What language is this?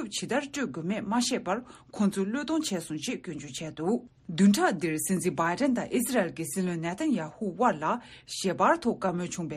Tibetan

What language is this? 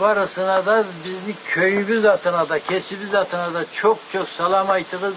Karachay-Balkar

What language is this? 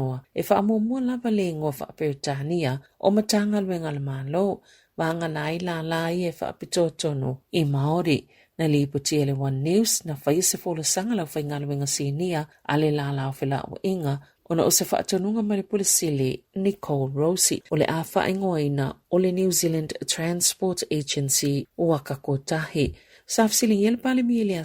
Samoan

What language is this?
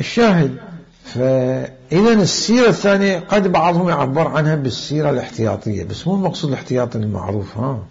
Mesopotamian Arabic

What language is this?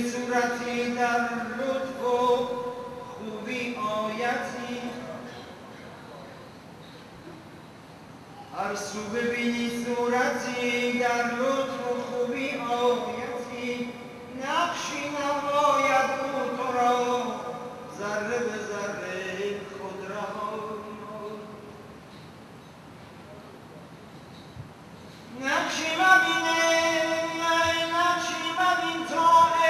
Persian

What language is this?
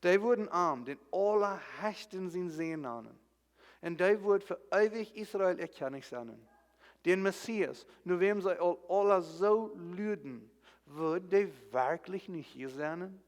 Plautdietsch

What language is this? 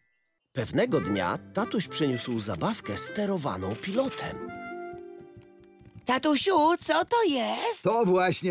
Polish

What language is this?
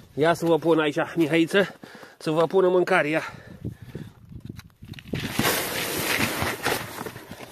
Romanian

